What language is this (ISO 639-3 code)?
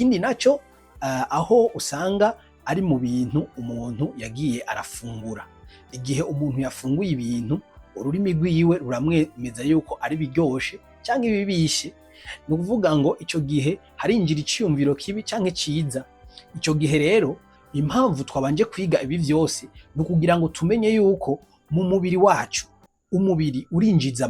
run